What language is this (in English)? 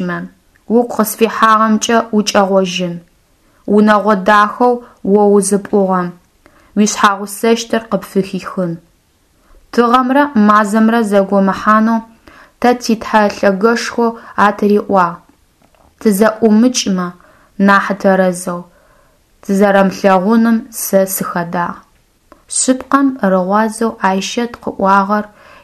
Adyghe